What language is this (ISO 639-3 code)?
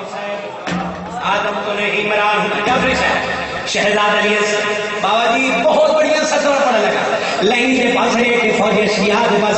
urd